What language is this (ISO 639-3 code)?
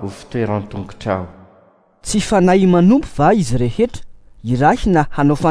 mlg